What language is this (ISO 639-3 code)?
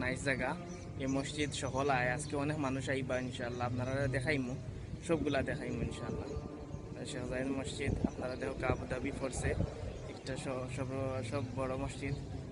syl